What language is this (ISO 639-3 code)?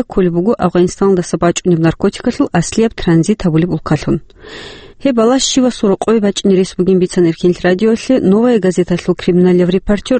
ava